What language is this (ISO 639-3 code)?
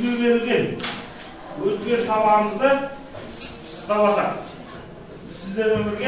kaz